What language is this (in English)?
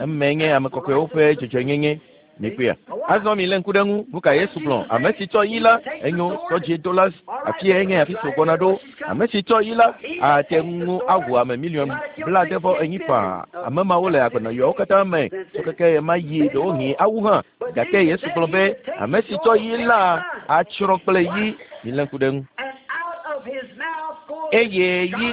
Ewe